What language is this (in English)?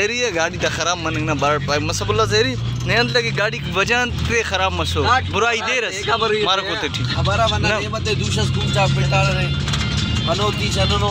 Brahui